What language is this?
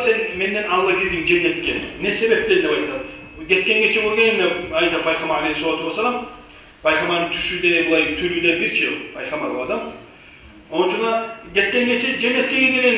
Kumyk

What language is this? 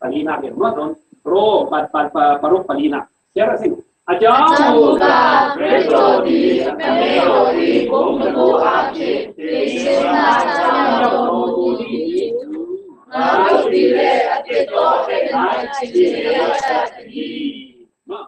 Falam Chin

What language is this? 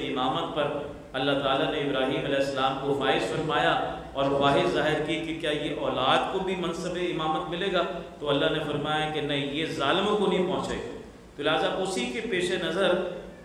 Urdu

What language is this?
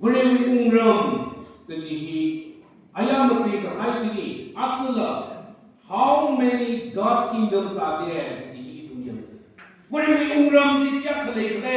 Tangkhul Naga (India)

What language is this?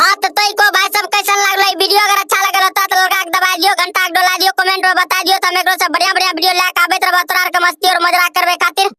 Maithili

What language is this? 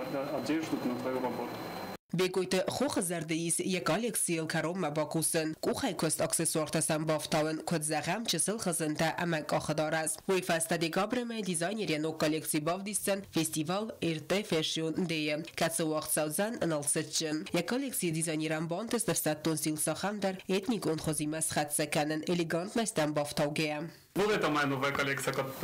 Ossetic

